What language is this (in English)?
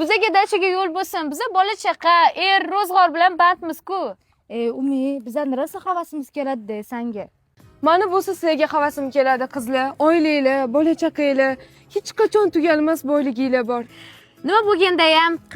Uzbek